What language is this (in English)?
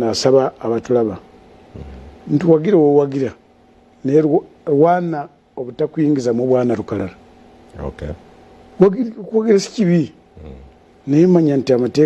Ganda